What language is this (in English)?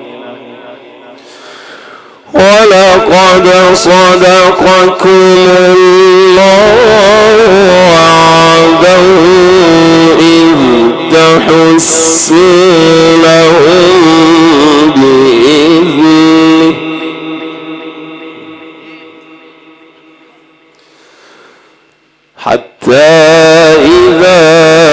Arabic